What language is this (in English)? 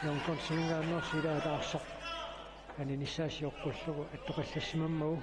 Kalaallisut